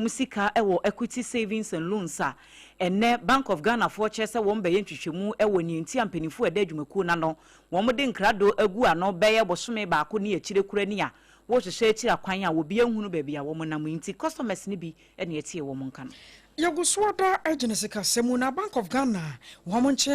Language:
Akan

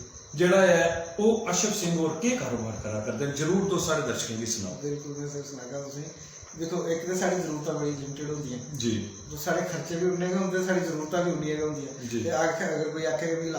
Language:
Dogri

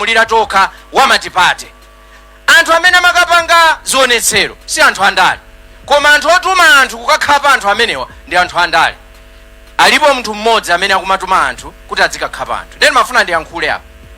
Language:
Nyanja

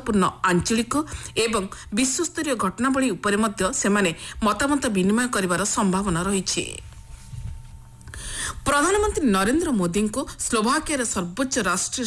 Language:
Odia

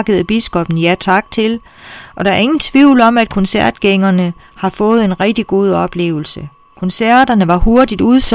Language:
Danish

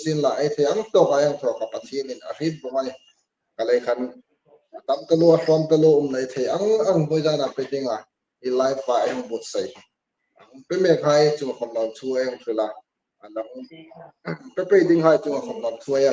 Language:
Hmar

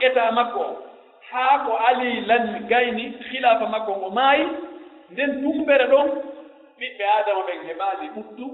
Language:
Pular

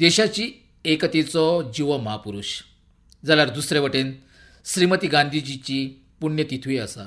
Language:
Konkani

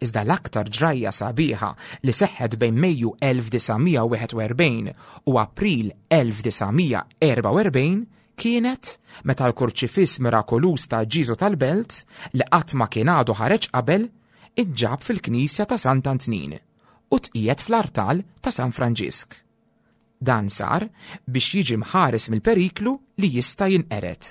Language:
Maltese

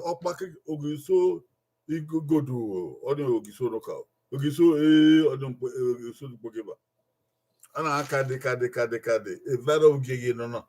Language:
Bini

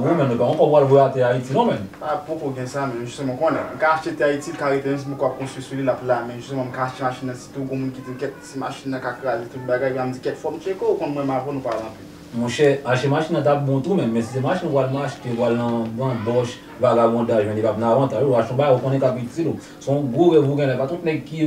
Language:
Haitian Creole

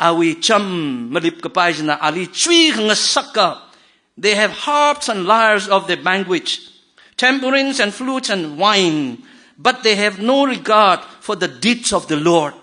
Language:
Tangkhul Naga (India)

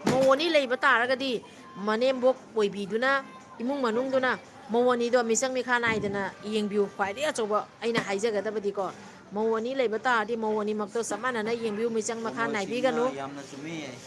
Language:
Manipuri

